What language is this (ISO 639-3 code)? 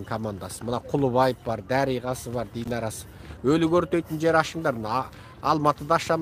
kaz